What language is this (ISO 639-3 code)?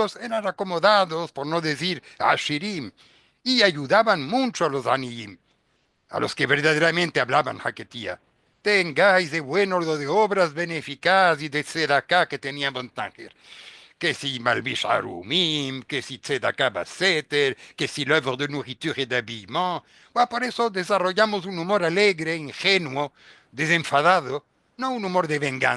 lad